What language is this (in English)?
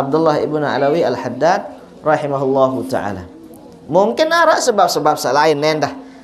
Sasak